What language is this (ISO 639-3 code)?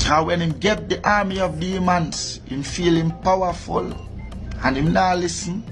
jam